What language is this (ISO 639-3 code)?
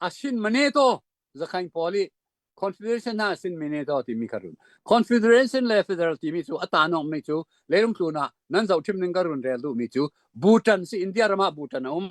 cnh